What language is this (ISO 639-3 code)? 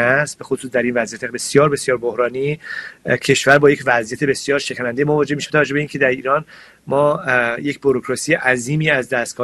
fas